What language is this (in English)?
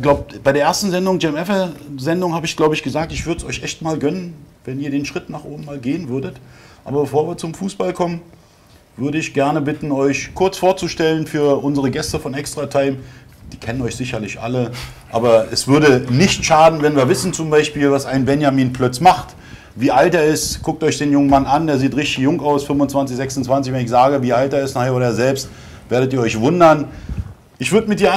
German